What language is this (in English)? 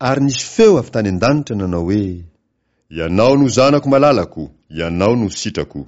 Malagasy